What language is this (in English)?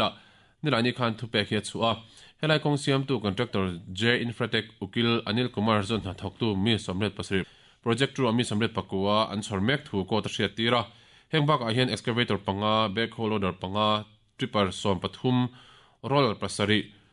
Mizo